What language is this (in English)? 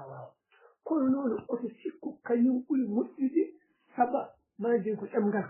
Fula